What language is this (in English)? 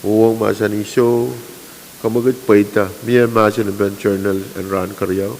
Pohnpeian